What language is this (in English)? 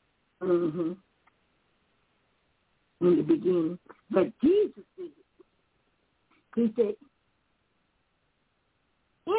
English